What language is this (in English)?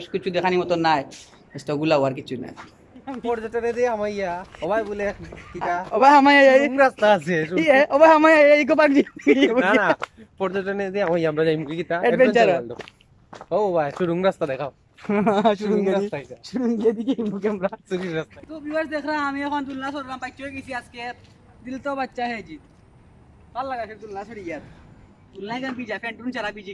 Sylheti